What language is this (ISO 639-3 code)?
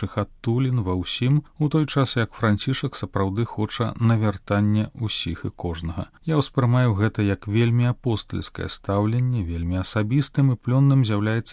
bel